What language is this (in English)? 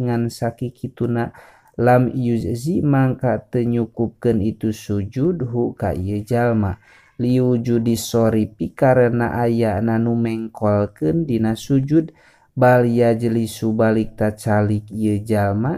Sundanese